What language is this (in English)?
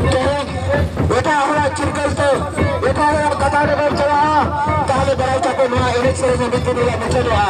Santali